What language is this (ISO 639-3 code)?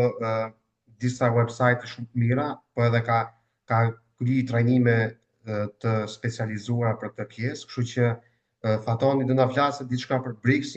sqi